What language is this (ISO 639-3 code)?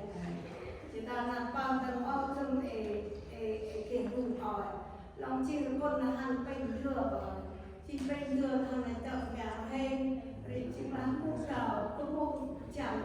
cmo